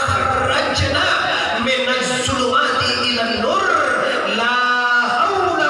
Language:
Minangkabau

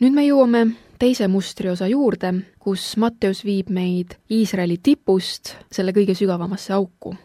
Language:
Estonian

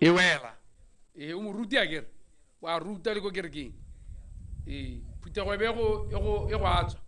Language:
Tswana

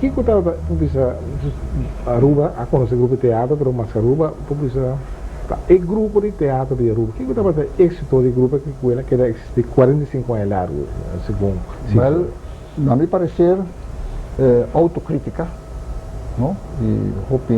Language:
Papiamento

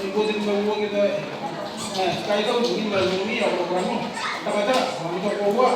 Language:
Gilbertese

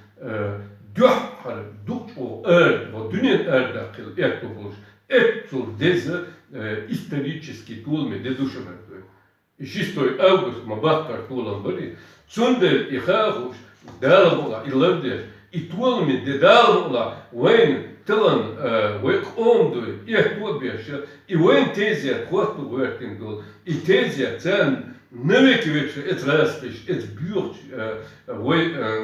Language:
Chechen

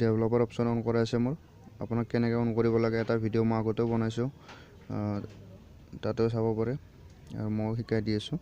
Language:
Assamese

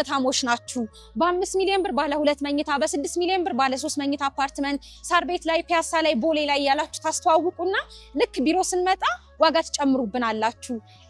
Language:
Amharic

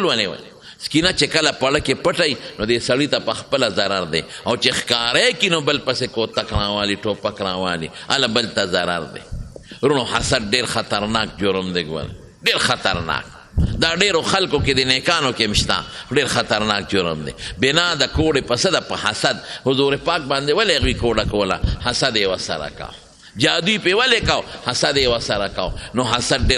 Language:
Pashto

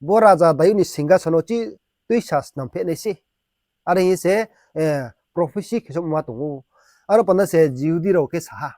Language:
Riang (India)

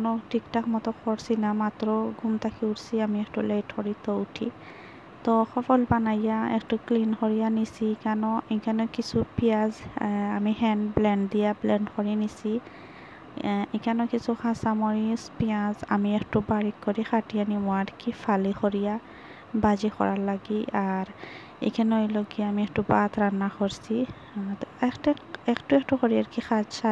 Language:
Sylheti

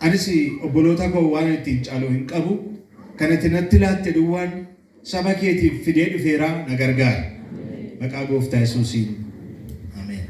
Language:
Oromo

